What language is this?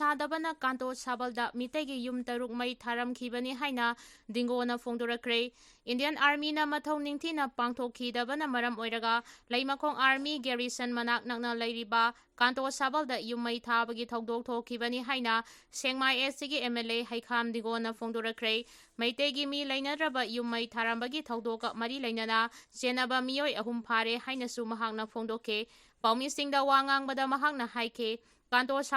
Manipuri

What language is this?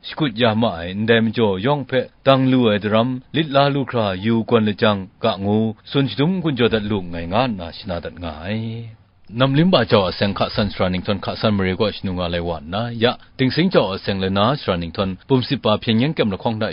Kachin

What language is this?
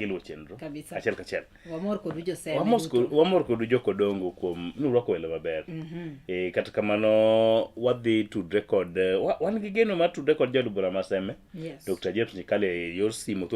Luo (Kenya and Tanzania)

